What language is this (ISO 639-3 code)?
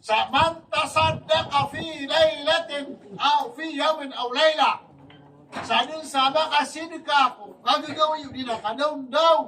mrw